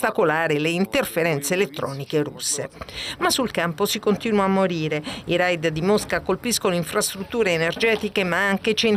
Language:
Italian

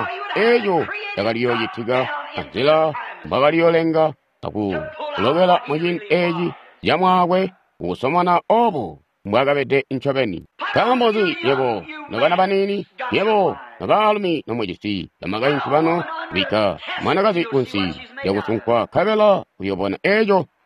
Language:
Tonga (Zambia)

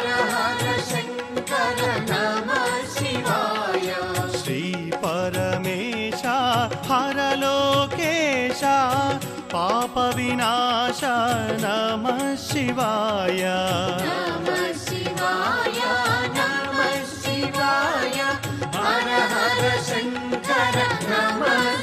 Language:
Telugu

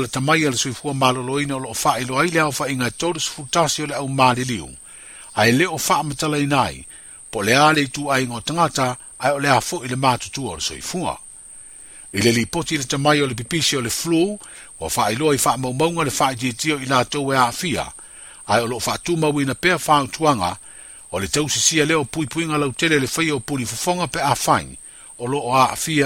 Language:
Samoan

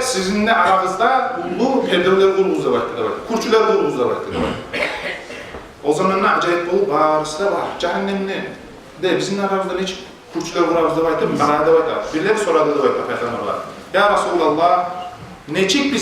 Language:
Kumyk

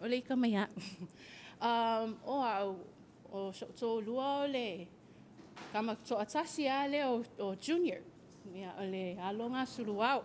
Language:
Samoan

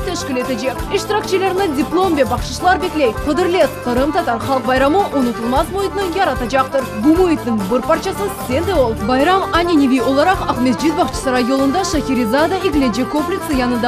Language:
Crimean Tatar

